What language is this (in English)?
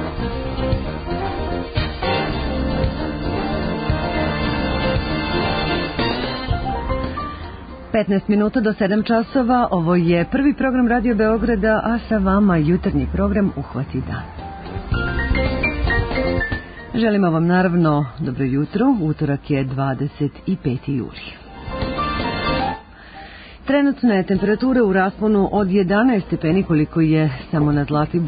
Serbian